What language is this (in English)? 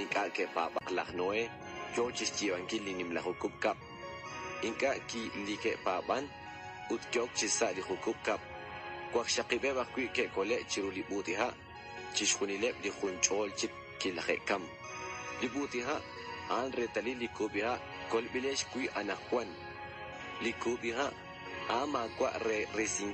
Kekchí